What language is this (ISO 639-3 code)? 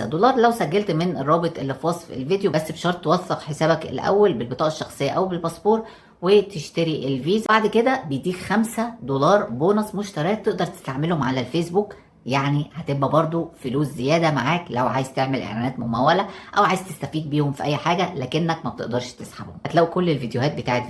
arz